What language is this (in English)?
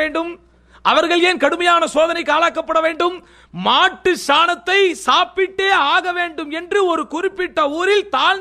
Tamil